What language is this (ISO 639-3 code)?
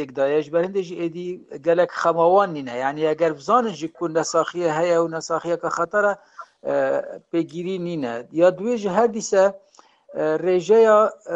kur